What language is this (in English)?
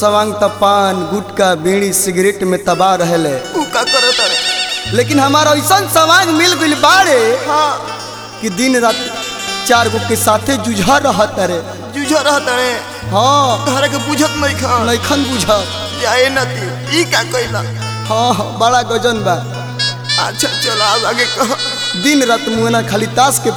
Bhojpuri